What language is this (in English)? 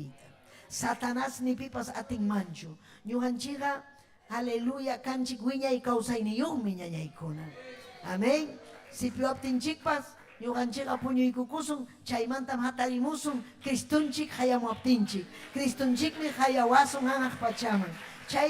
Ayacucho Quechua